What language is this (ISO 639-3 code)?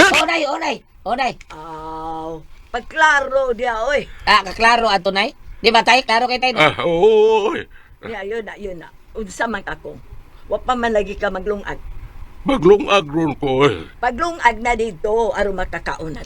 ceb